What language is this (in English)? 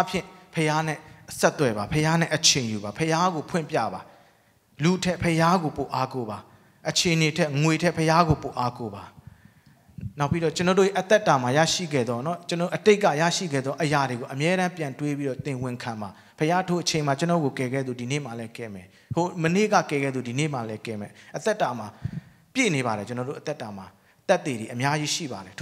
Burmese